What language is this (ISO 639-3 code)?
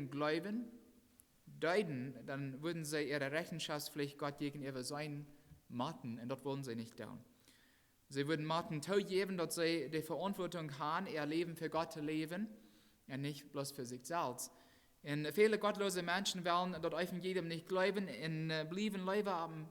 pdt